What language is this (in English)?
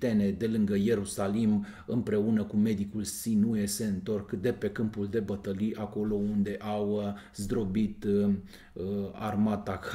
Romanian